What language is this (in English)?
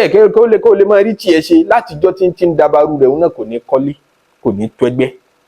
Yoruba